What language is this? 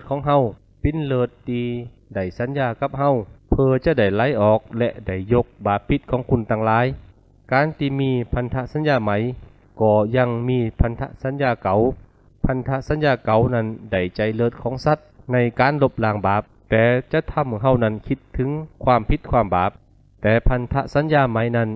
Lü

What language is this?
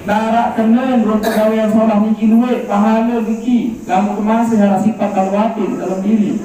Sasak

